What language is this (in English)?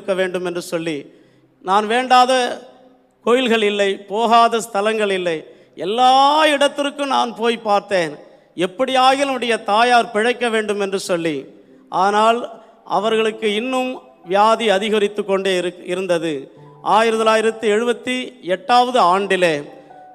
Tamil